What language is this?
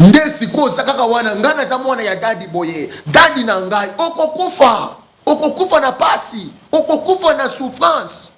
Lingala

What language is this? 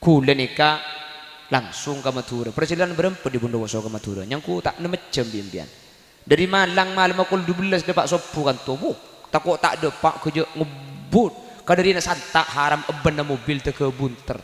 Madurese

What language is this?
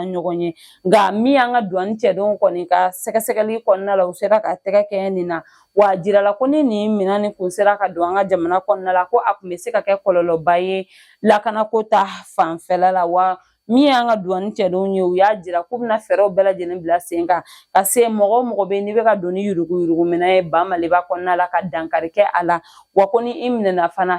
Bambara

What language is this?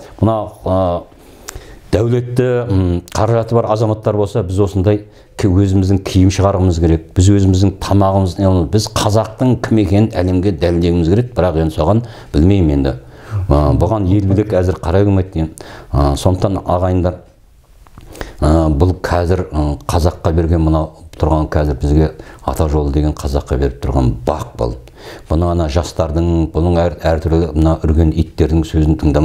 Kazakh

